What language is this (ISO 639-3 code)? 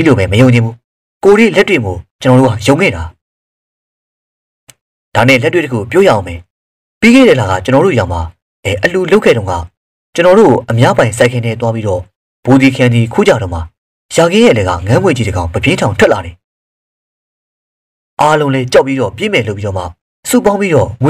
mya